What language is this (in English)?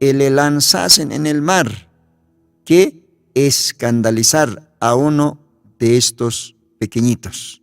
Aymara